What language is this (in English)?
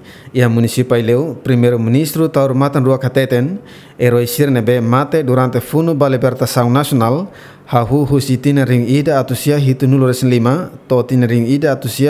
Tetum